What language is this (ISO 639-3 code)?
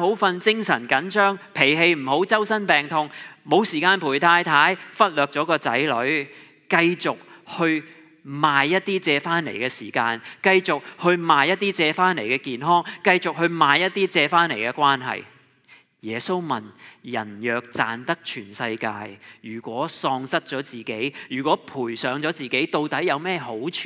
yue